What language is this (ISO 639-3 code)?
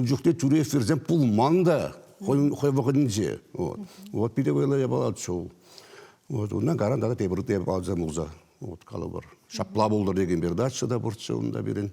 chv